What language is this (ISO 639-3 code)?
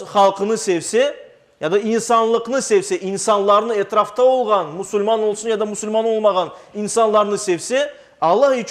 crh